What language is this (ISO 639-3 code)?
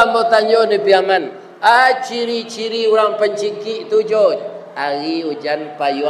min